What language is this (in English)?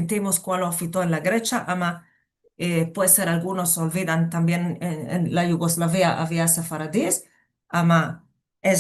Ladino